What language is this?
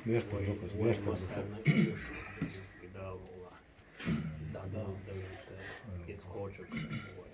Chechen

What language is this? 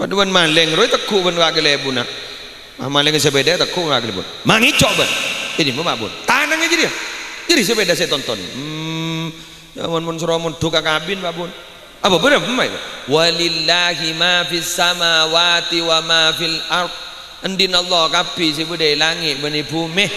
Madurese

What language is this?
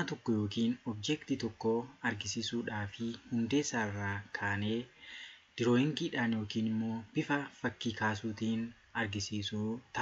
Oromo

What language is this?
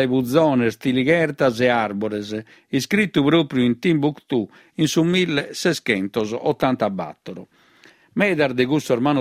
Sardinian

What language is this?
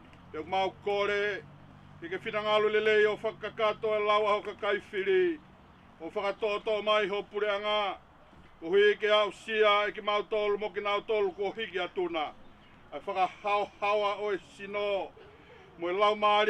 Tongan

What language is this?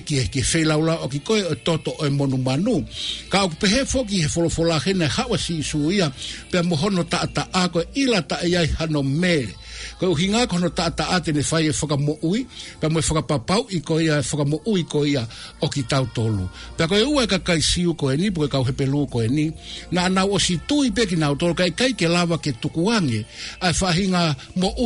Tongan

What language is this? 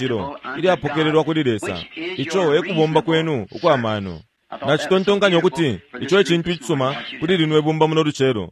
Bemba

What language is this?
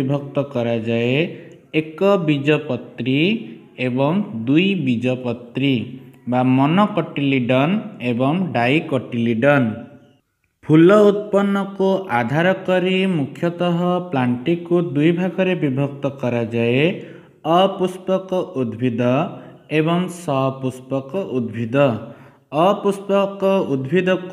Odia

